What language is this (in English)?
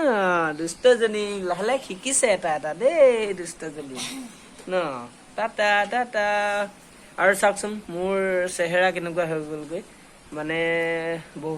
Assamese